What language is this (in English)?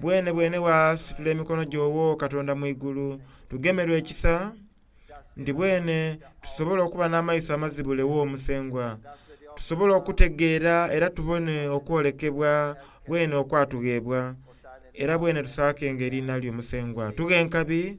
Soga